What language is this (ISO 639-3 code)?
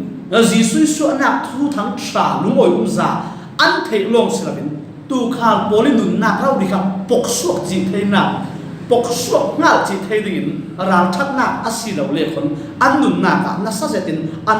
cfm